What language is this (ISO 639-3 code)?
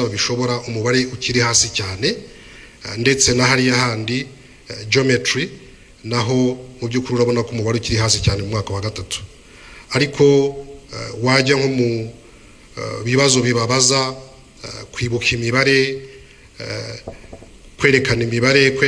kin